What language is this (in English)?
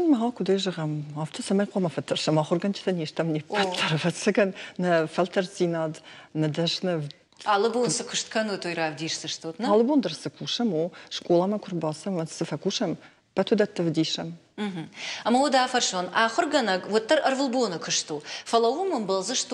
Ossetic